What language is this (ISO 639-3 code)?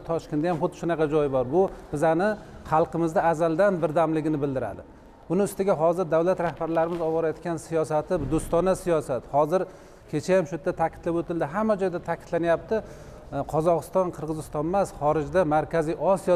uzb